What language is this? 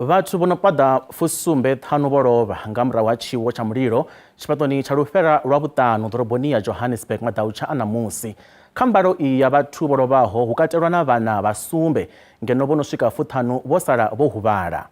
Venda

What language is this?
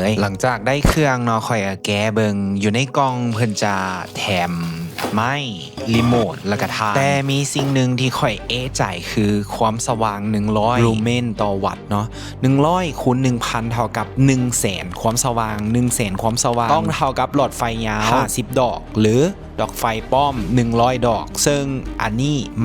Lao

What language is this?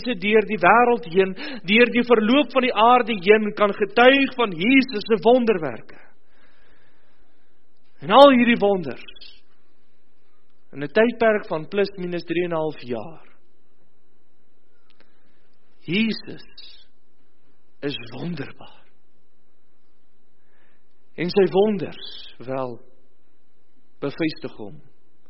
Afrikaans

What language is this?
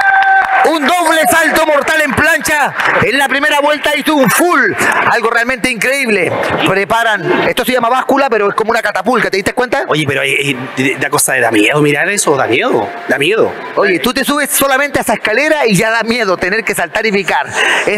Spanish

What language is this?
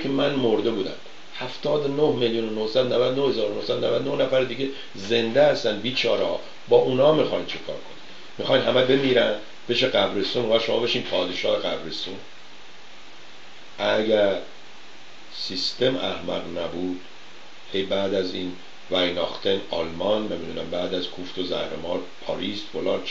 Persian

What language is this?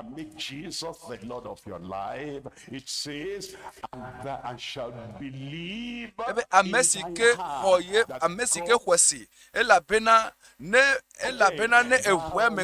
Ewe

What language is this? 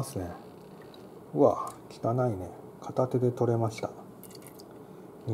Japanese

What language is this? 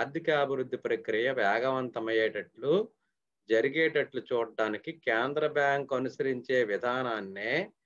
Telugu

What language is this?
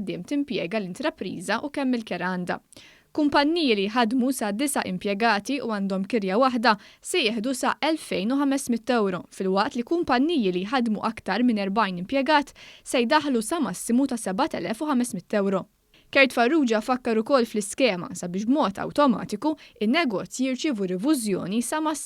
Maltese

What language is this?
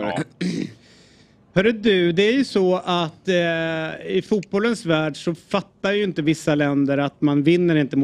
Swedish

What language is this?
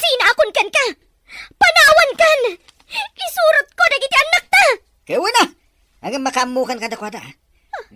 Iloko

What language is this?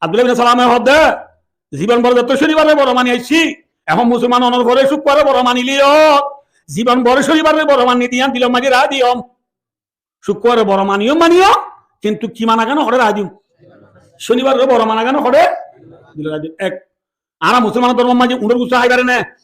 Rohingya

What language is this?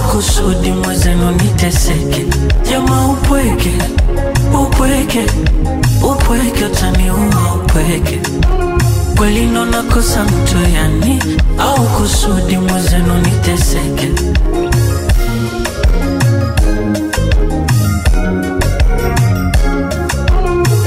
Swahili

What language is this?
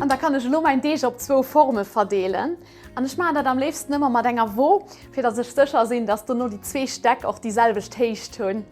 Luxembourgish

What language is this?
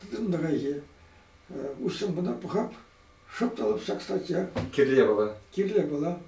Chuvash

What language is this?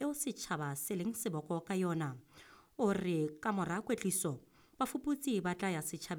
Southern Sotho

